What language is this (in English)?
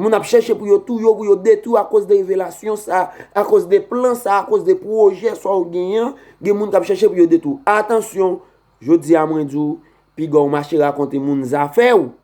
Haitian Creole